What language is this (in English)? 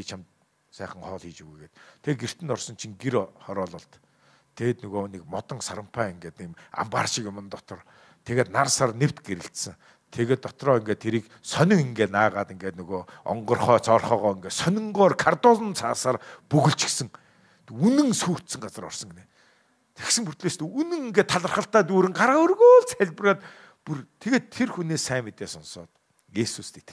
Mongolian